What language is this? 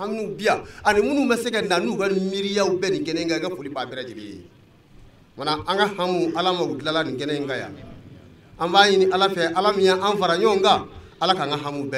Bambara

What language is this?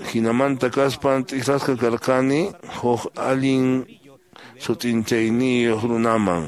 Quechua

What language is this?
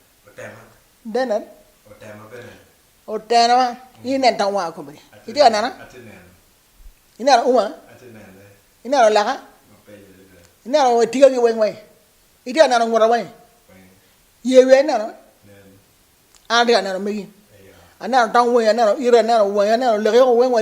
Acoli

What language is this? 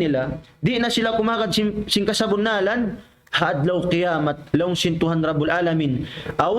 Tausug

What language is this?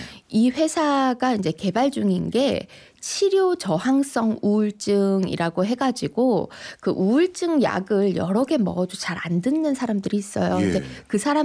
Korean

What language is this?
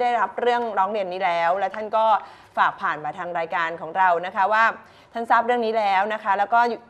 Thai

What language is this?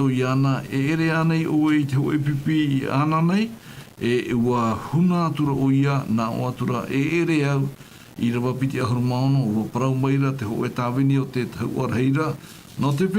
Tahitian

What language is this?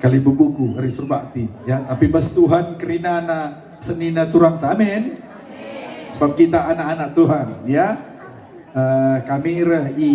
Batak Karo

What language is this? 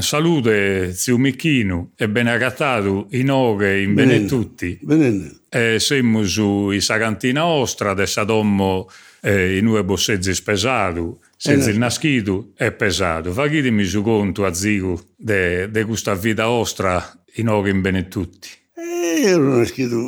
Sardinian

